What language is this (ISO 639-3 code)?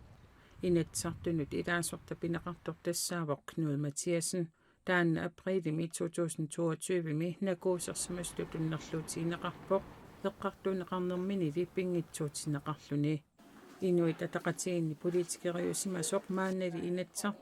kal